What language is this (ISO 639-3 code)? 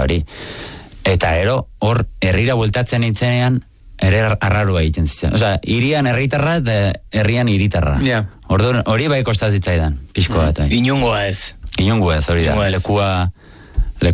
eus